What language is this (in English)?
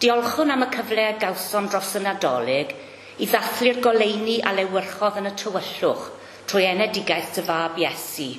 Welsh